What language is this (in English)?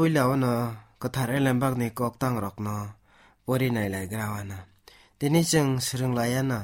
Kok Borok